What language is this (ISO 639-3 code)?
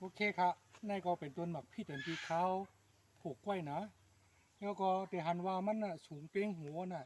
shn